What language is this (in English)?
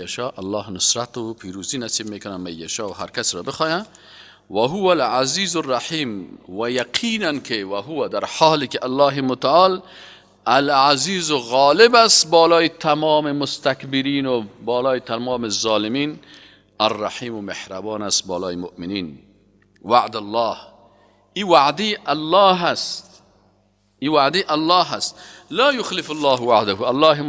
Persian